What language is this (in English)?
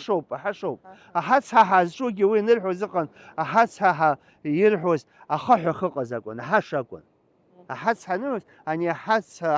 Abkhazian